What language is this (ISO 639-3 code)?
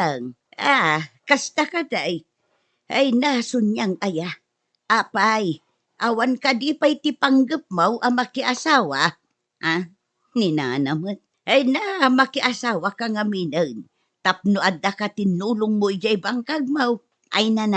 ilo